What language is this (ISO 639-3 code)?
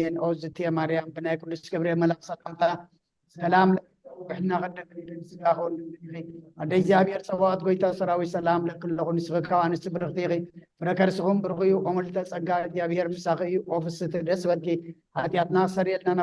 tir